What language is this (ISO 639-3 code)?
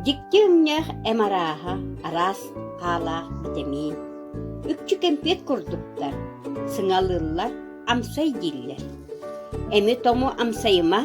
sah